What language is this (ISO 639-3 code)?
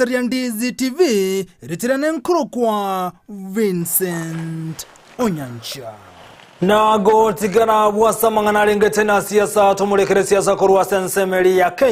guz